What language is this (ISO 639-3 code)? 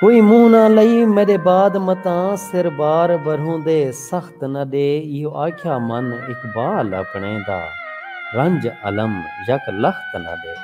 skr